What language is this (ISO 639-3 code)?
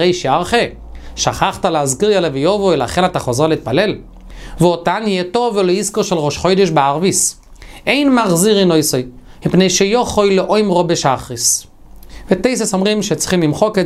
heb